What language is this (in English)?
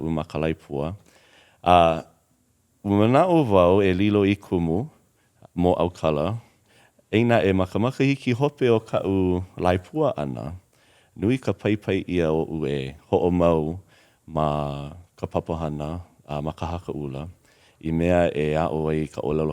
Hawaiian